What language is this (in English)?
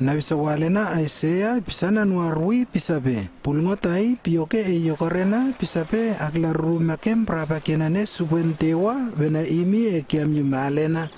Lewo